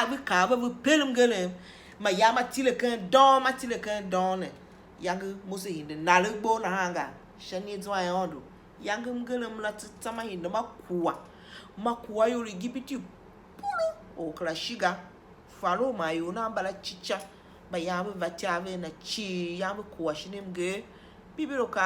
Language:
Tiv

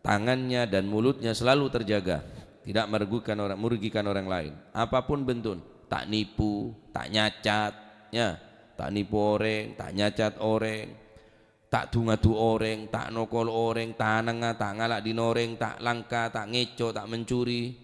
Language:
Madurese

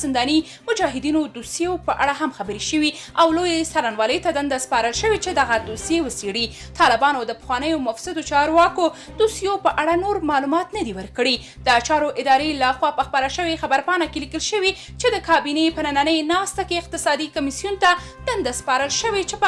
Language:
Pashto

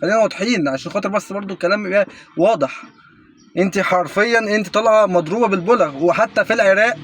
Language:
Egyptian Arabic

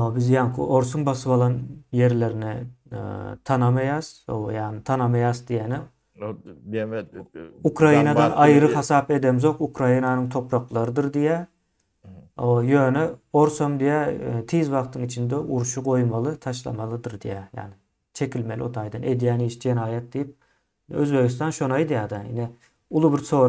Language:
Turkmen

